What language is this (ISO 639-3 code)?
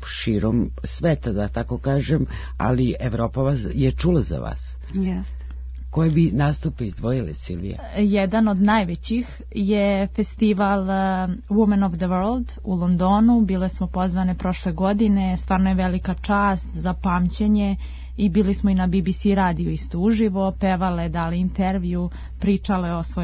srp